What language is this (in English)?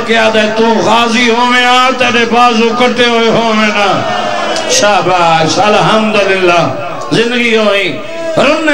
Saraiki